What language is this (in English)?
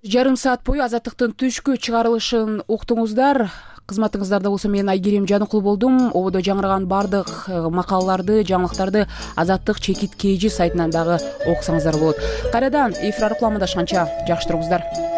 Kyrgyz